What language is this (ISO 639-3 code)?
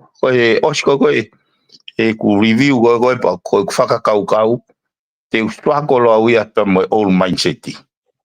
ton